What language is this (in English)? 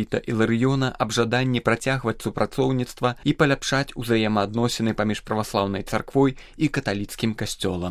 Belarusian